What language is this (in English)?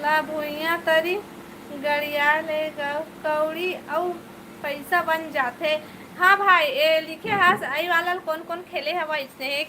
Chhattisgarhi